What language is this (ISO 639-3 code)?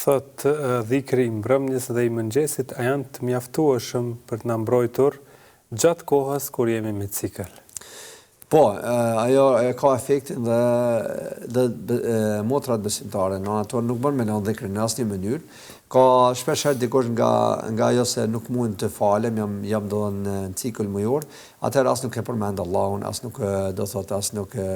sqi